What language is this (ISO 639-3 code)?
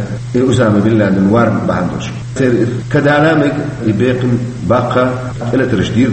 che